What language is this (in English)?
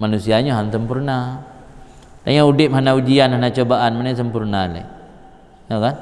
Achinese